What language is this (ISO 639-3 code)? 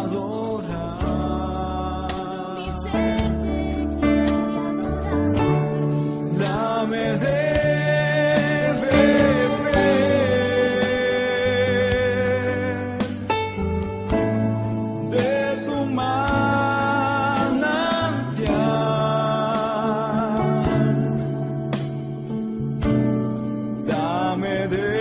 spa